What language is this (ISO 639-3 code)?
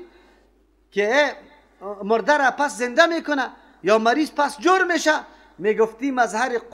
fas